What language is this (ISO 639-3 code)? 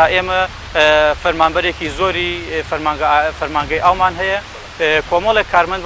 ckb